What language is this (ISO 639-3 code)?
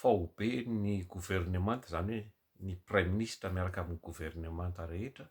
mlg